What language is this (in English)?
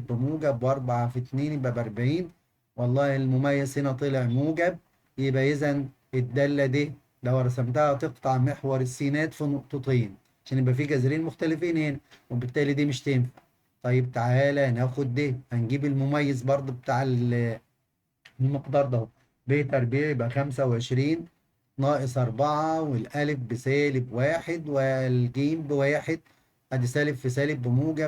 Egyptian Arabic